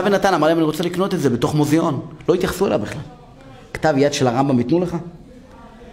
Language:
Hebrew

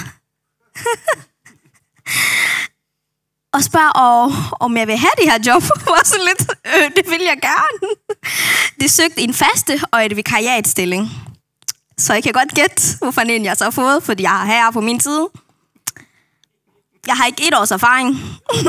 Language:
Danish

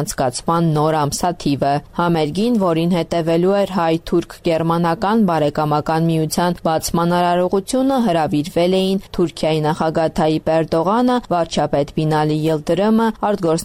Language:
Armenian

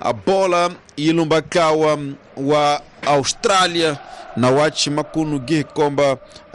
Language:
Tsonga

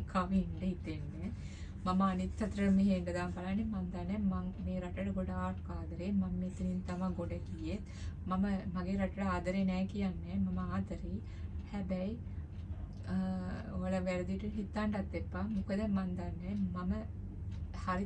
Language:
Sinhala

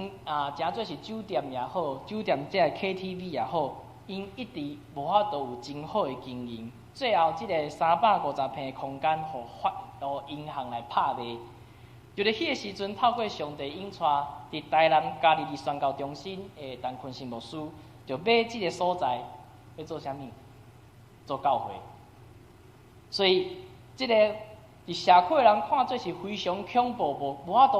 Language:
Min Nan Chinese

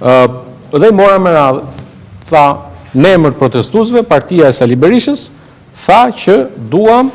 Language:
Albanian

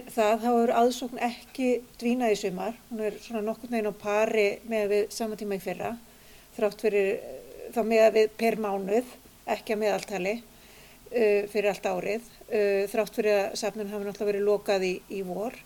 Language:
Icelandic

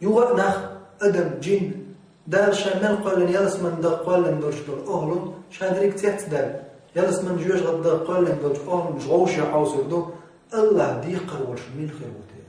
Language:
Chechen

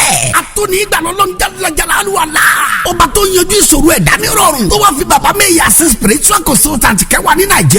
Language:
Yoruba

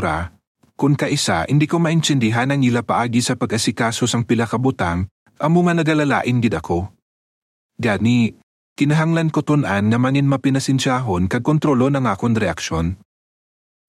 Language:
Hiligaynon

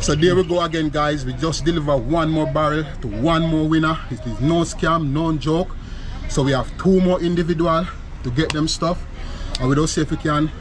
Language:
Jamaican Creole English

